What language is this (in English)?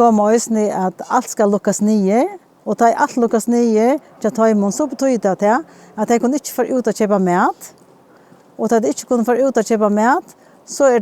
Faroese